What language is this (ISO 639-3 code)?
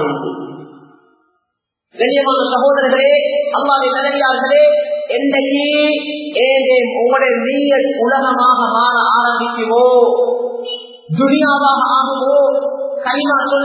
tam